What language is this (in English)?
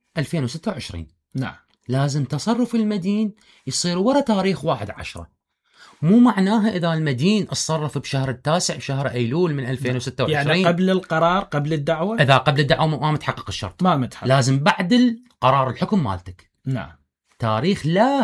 Mesopotamian Arabic